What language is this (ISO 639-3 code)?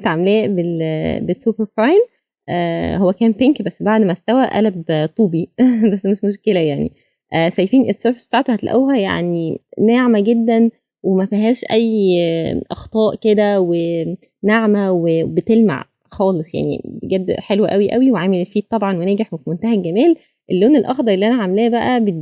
arz